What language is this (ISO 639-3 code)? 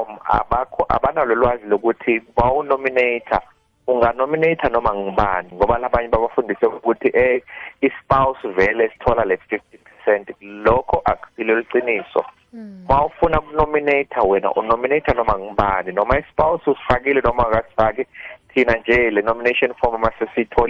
nbl